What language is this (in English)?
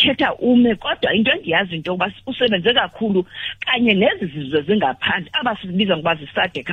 Xhosa